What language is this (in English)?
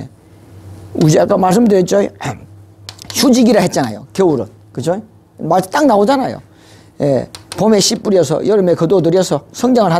Korean